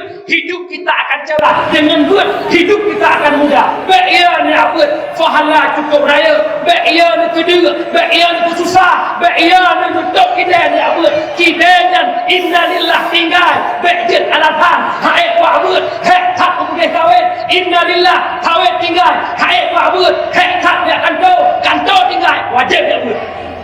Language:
Achinese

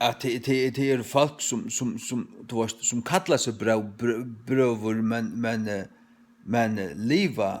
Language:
Faroese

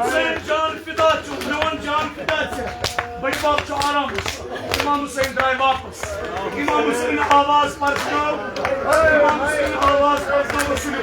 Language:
Kashmiri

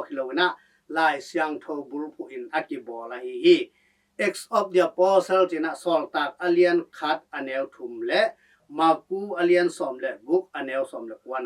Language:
Tedim Chin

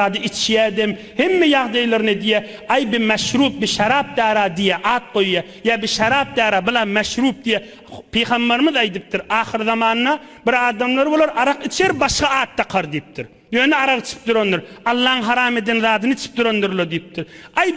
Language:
Turkmen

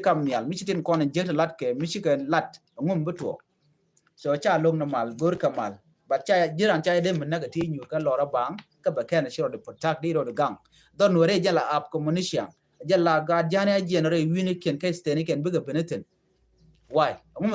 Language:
Nuer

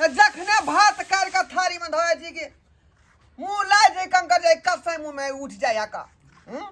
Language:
Maithili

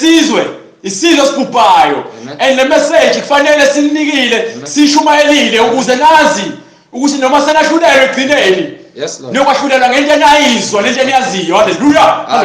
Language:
Zulu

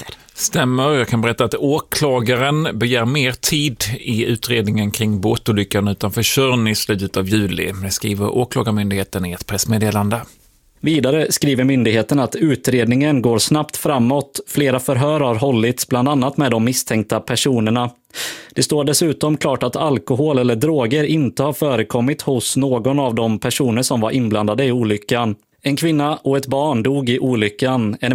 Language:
Swedish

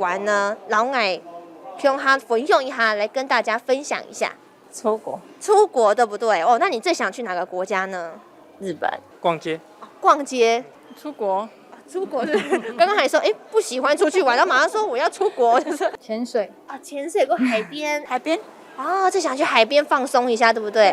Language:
Hakka Chinese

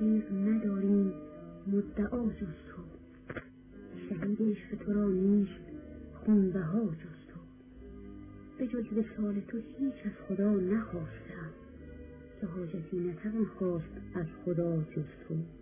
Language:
Persian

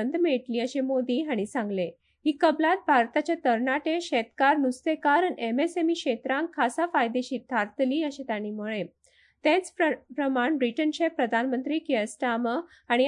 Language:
Konkani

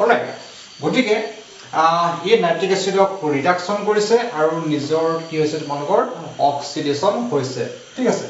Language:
Assamese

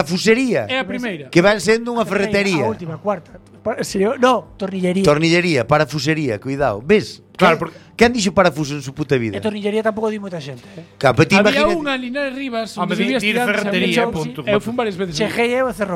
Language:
Galician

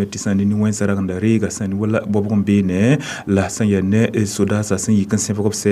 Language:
Mossi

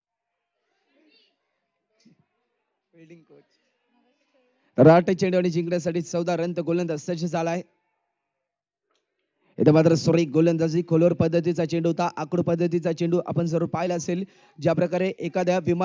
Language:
Marathi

